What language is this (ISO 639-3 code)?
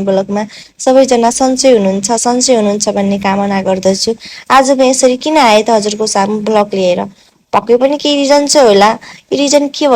nep